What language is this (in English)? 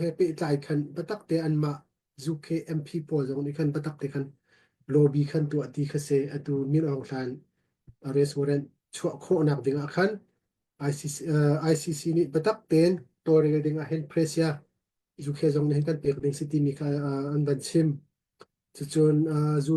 Hakha Chin